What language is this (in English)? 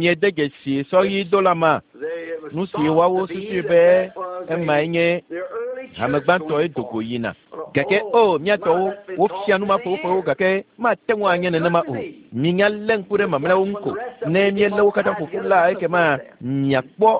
Ewe